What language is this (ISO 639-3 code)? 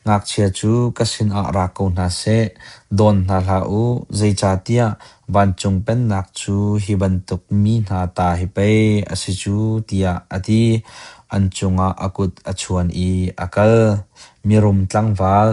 cnh